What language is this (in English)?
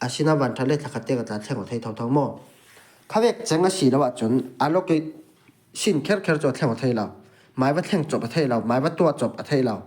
Falam Chin